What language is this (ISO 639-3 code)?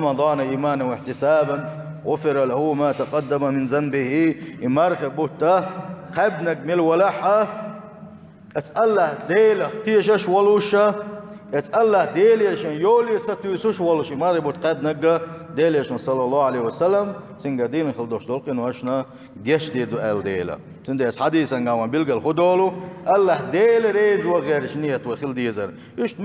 che